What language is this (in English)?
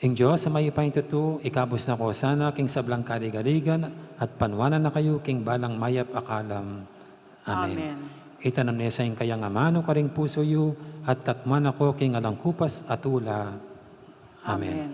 Pampanga